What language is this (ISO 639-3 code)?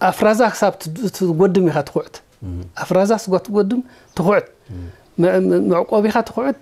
tir